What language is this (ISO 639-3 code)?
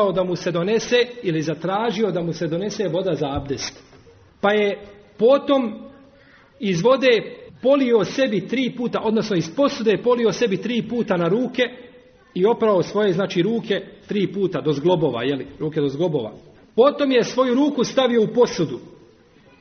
bos